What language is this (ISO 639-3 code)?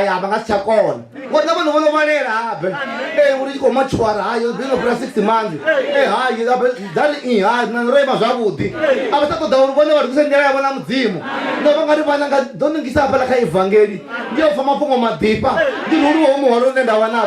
ven